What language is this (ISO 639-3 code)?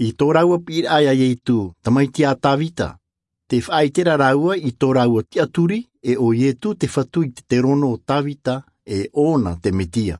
tah